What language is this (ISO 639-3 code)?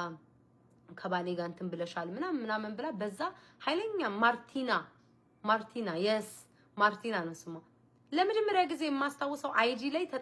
amh